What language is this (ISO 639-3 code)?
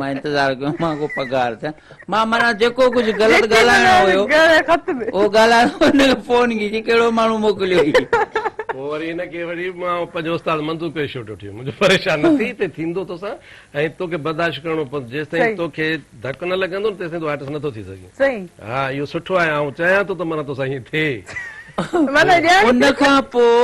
snd